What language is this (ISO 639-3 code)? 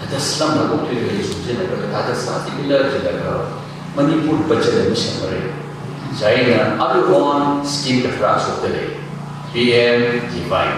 nmf